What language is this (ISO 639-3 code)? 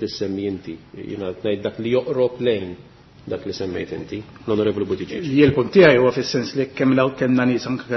mlt